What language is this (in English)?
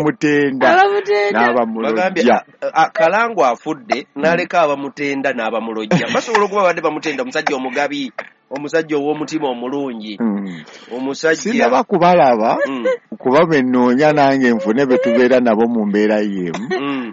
Ganda